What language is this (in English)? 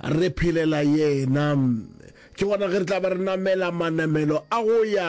Northern Sotho